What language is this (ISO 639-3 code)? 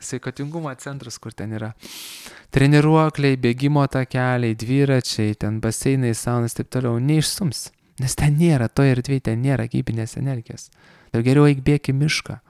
lit